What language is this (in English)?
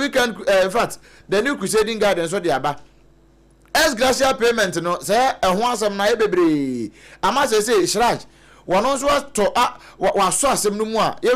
Akan